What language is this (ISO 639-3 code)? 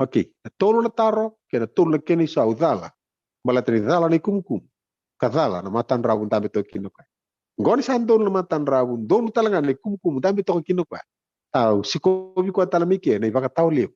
fij